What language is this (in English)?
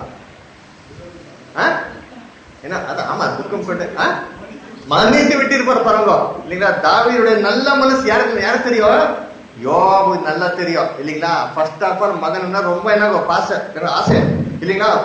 Tamil